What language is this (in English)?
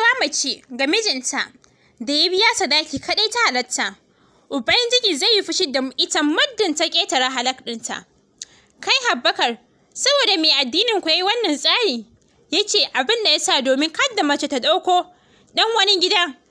Hausa